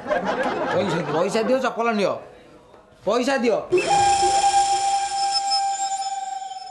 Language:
Odia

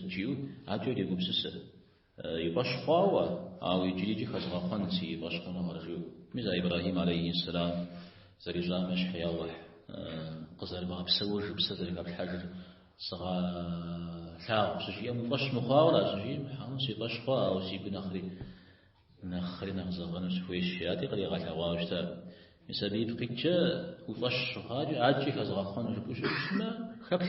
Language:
Kabardian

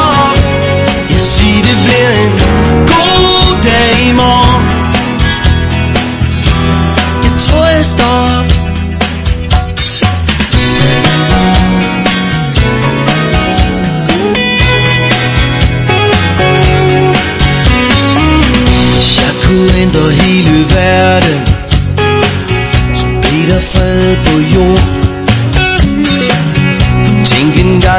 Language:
Danish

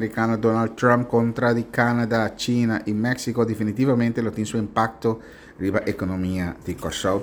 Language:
Papiamento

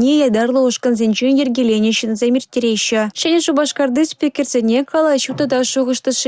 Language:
Chuvash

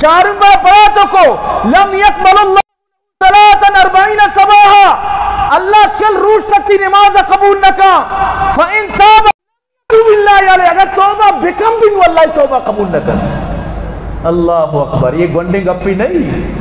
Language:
Baluchi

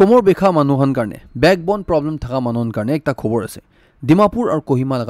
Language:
Naga Pidgin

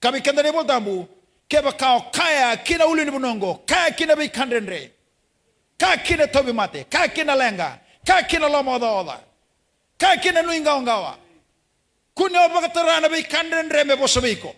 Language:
Fijian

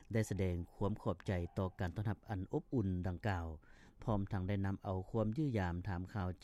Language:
Lao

